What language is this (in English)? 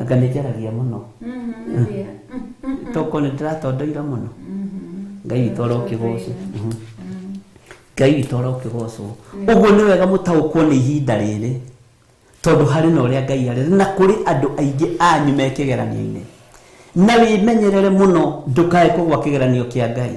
Kikuyu